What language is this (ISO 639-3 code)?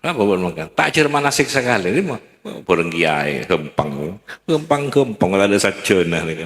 mad